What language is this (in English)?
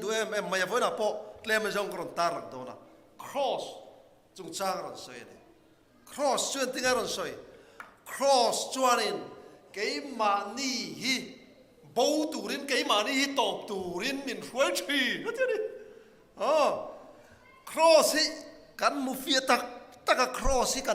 Mizo